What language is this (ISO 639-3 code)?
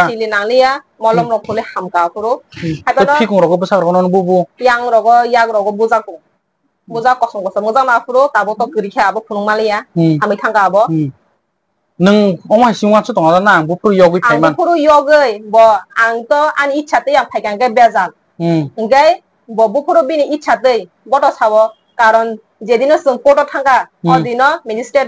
trp